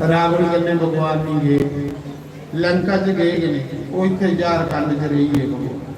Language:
Dogri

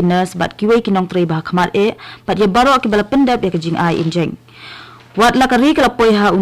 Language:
Khasi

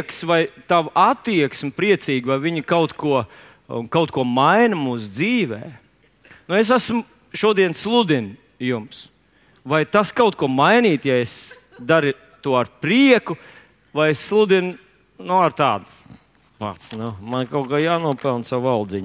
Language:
Latvian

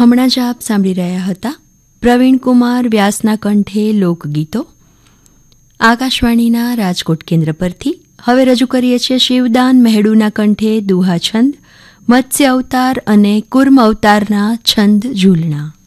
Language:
Gujarati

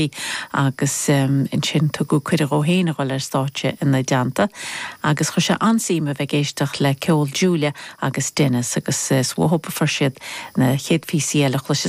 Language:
Irish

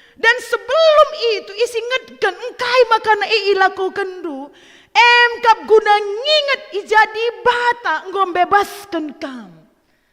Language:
Batak Karo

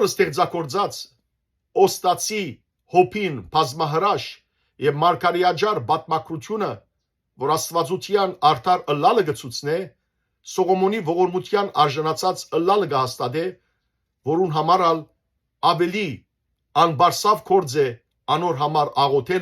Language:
Western Armenian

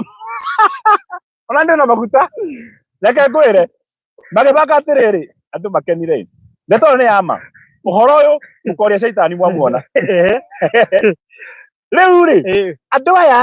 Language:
Kikuyu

